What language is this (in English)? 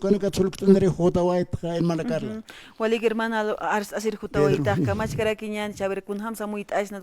Aymara